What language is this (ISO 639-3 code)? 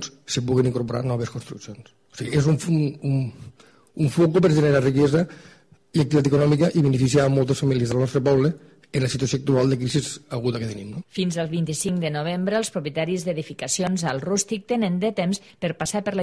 cat